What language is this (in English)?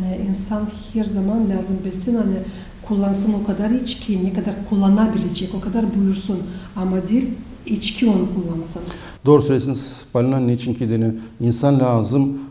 Gagauz